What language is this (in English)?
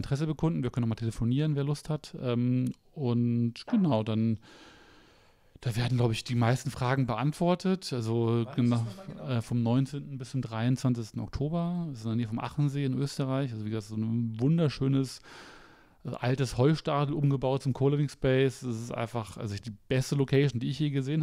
German